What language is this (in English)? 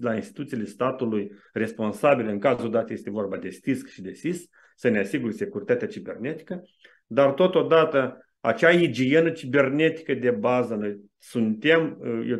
Romanian